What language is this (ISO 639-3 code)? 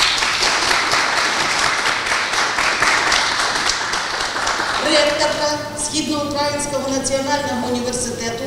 ukr